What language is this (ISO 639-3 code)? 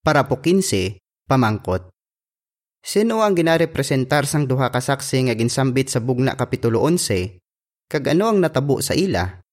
hil